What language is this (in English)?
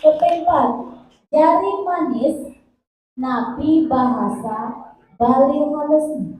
Balinese